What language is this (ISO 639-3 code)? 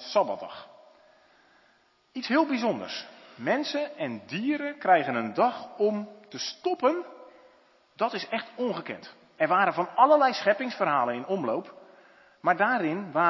nld